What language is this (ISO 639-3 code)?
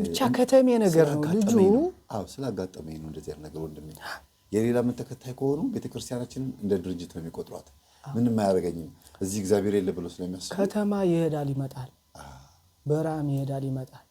amh